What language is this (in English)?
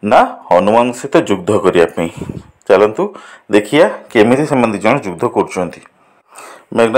Odia